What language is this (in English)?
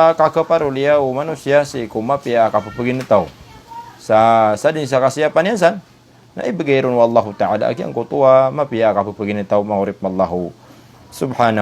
Maranao